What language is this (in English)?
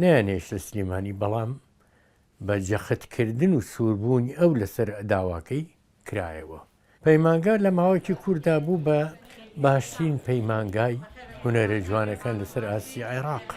Central Kurdish